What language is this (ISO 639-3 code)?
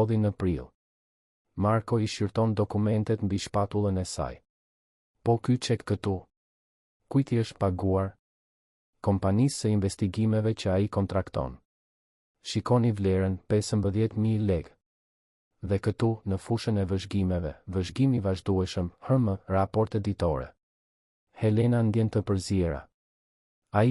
sqi